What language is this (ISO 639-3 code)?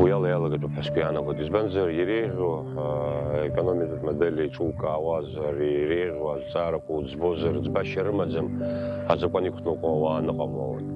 abk